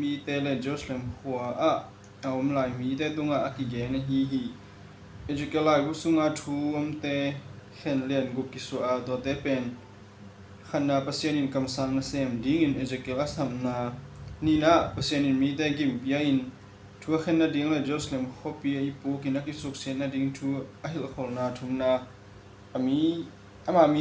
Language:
Tedim Chin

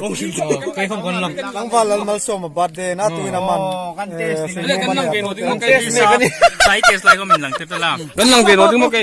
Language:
Hmar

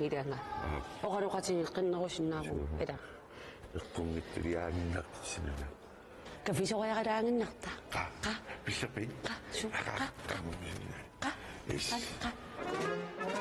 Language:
Kalaallisut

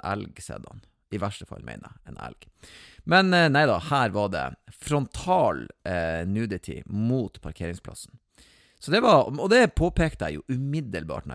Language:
Norwegian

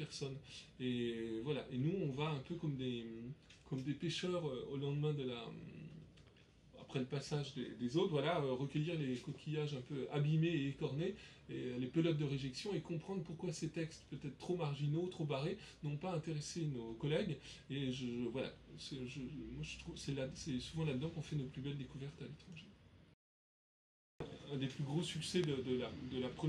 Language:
French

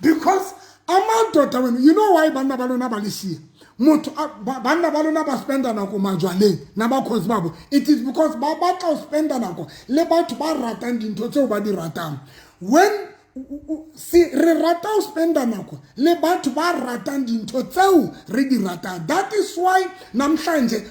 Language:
Southern Sotho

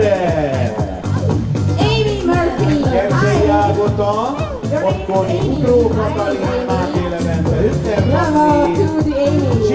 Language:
Hungarian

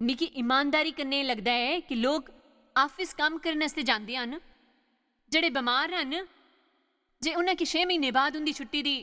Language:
Dogri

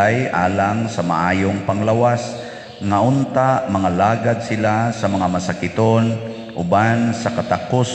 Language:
Cebuano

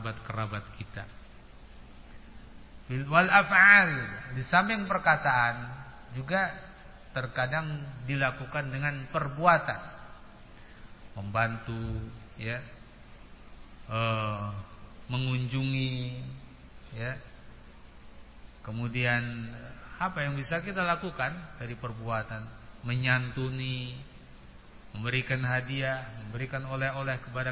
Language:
Indonesian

